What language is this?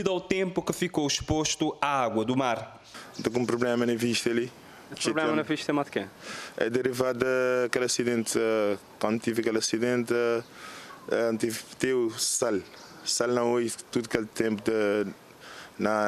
Portuguese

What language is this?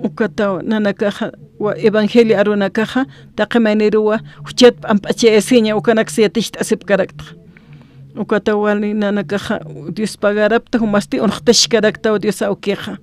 Aymara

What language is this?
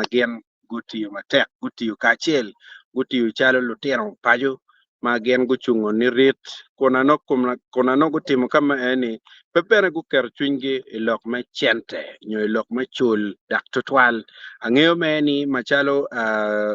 Acoli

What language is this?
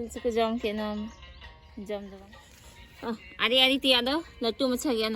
Santali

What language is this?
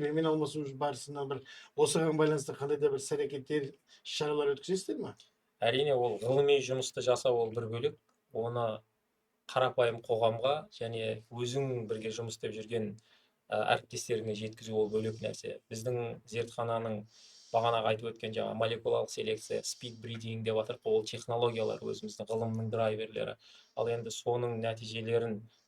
Kazakh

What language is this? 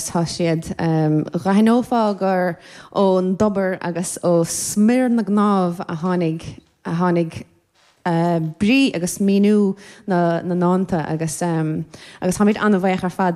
Irish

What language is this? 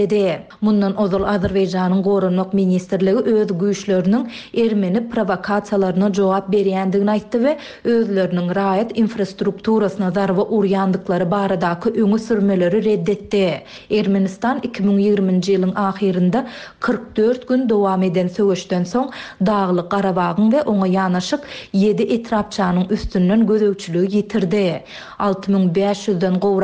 Turkmen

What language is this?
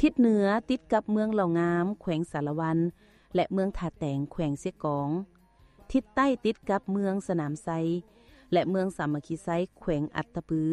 Lao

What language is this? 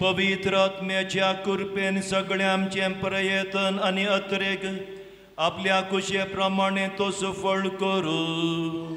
Konkani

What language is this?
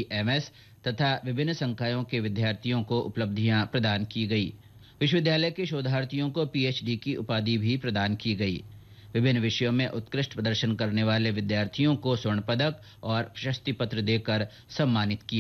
Hindi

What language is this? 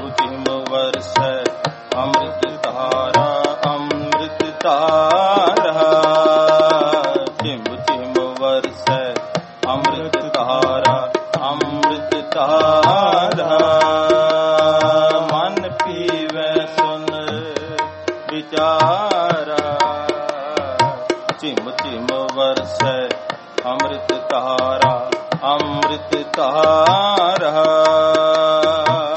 Punjabi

